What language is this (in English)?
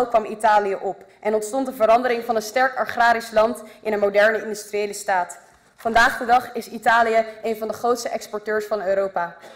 Dutch